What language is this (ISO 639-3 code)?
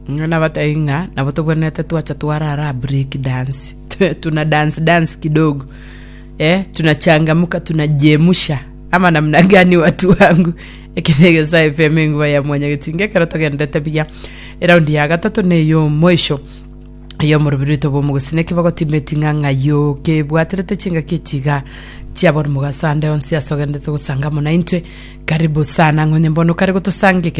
guz